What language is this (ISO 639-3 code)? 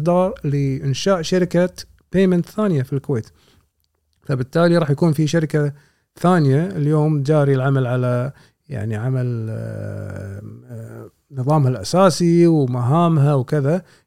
afb